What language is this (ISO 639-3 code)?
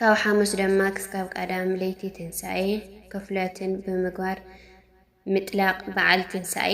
tir